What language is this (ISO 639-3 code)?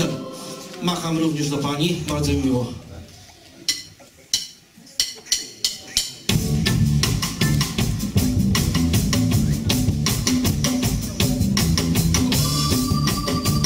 pol